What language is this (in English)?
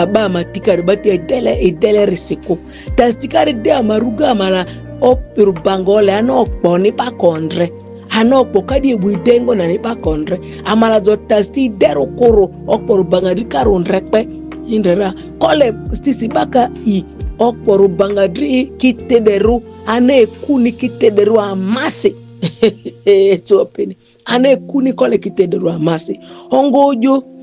Ma'di